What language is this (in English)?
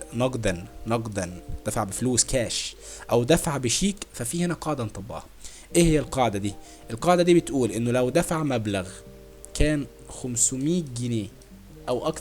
Egyptian Arabic